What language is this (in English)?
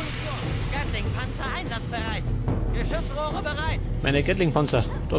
Bavarian